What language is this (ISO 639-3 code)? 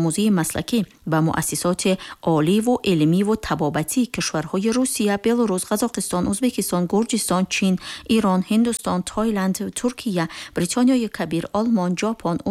tgk